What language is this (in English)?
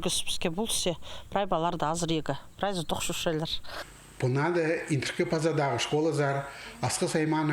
Khakas